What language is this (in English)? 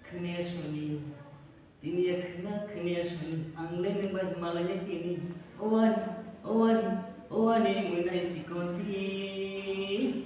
Kok Borok